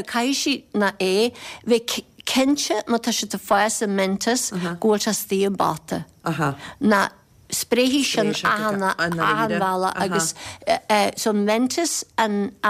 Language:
Irish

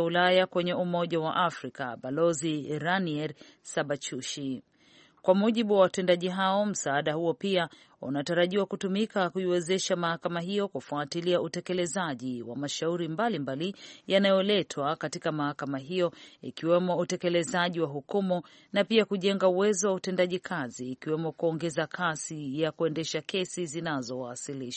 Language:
Swahili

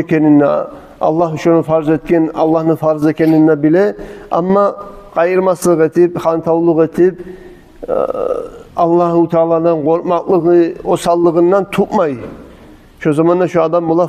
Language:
Kumyk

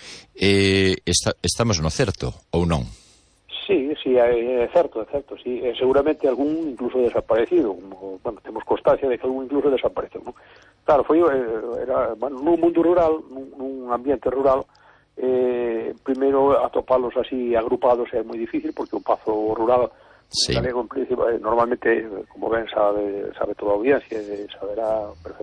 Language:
Galician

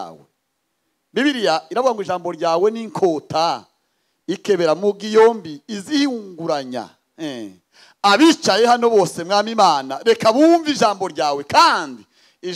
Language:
Kinyarwanda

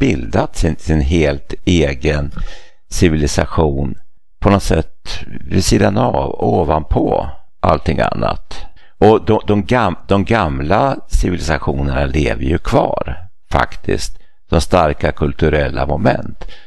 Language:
Swedish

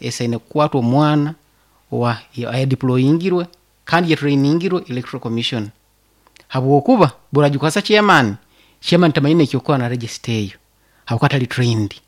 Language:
Nyankole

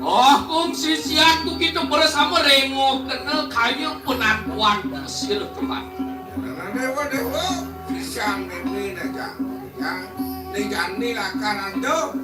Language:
Balinese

